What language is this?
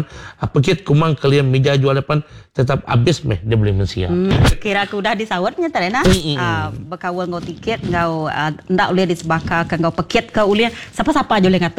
Iban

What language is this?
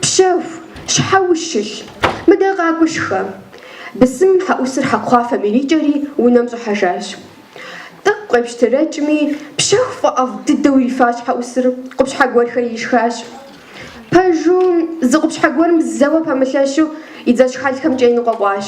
Kabardian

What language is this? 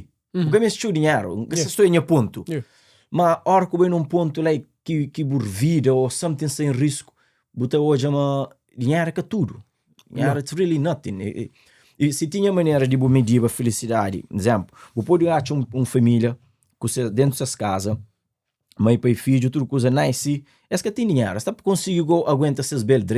Kabuverdianu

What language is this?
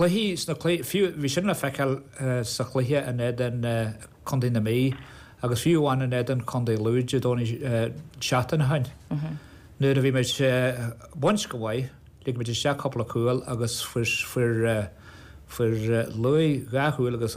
Irish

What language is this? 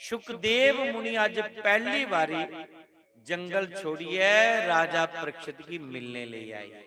Dogri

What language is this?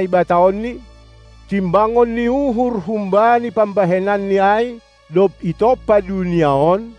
Batak Simalungun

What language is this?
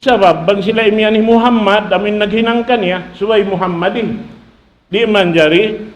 Tausug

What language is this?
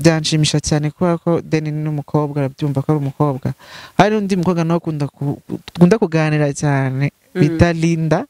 Kinyarwanda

